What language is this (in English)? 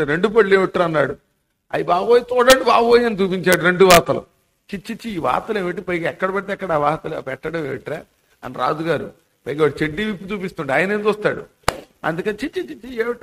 Telugu